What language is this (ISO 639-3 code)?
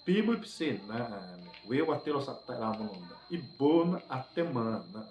xav